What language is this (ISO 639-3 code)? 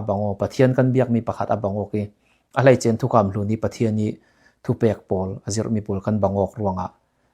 cfm